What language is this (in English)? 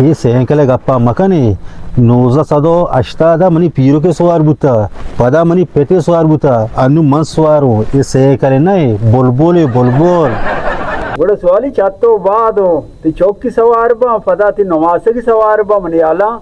Baluchi